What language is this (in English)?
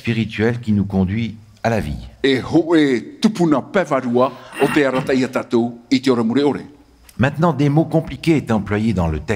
Tahitian